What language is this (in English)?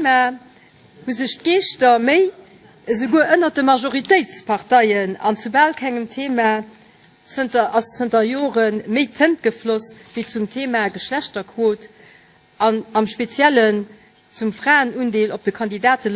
Luxembourgish